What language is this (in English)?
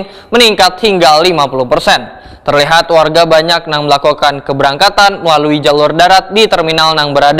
Banjar